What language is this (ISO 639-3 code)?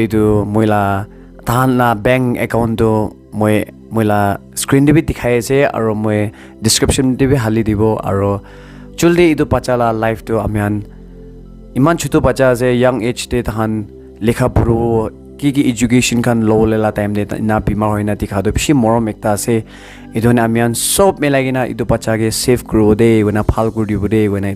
nag